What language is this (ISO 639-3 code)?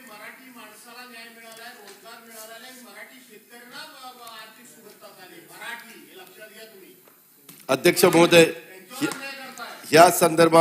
mar